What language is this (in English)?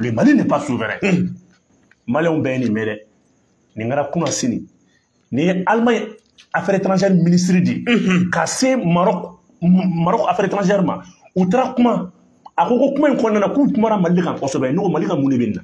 Bambara